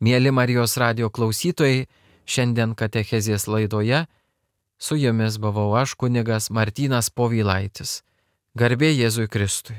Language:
Lithuanian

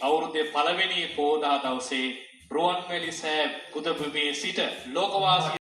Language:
Sinhala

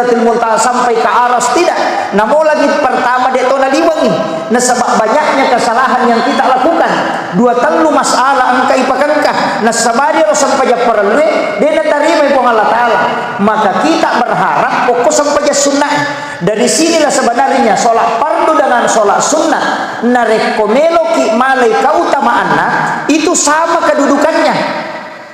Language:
Buginese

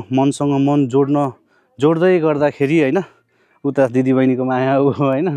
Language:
Nepali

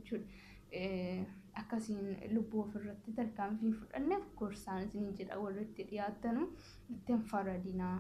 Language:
Oromo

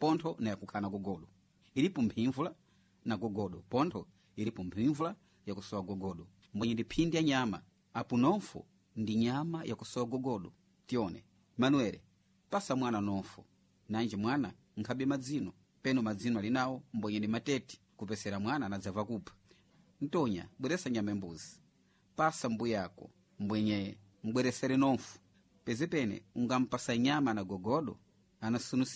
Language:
Sena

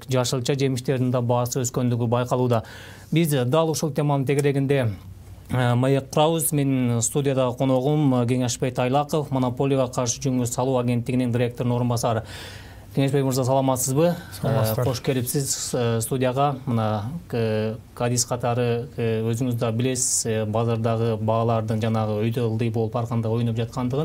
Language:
Kyrgyz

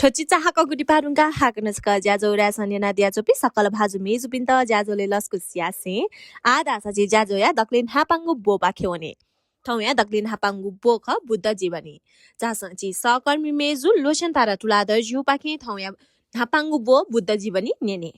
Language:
Newari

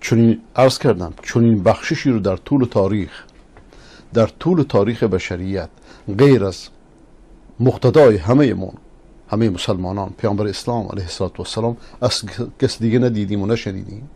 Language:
Persian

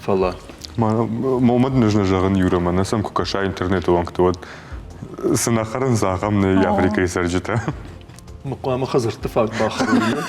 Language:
Ossetic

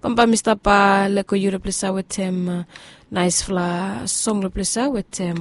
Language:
Bislama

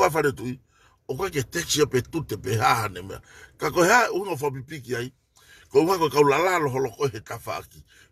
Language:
Tongan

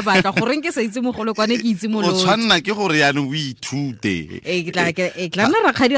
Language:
Tswana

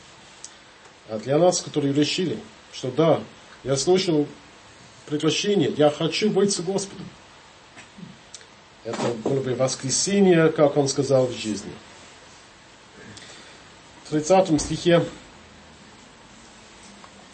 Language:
Russian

